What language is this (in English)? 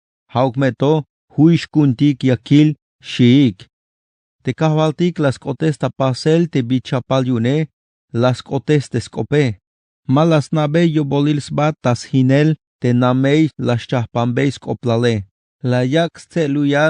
Tzeltal